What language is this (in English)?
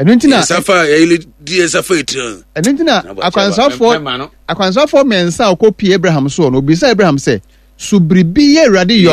Akan